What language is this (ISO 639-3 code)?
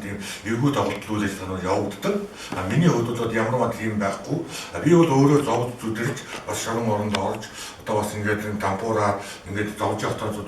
mon